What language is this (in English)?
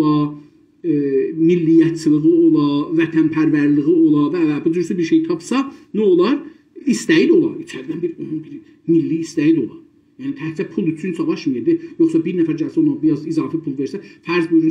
South Azerbaijani